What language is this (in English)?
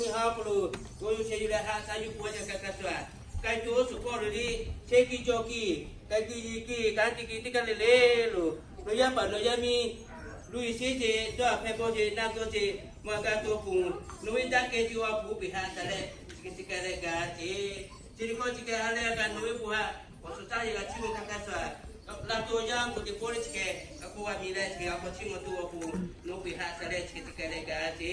Lahu